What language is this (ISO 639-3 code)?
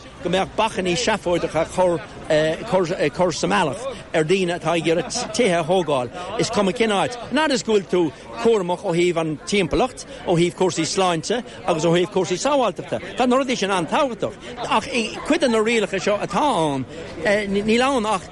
gle